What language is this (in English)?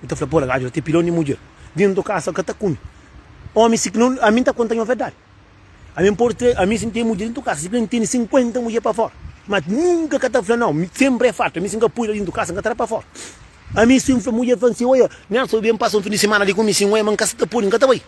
Kabuverdianu